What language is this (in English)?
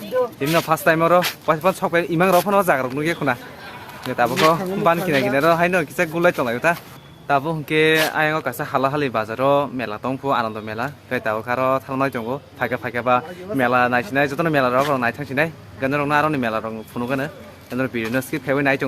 Kok Borok